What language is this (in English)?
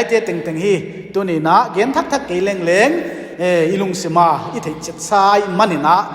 Paite Chin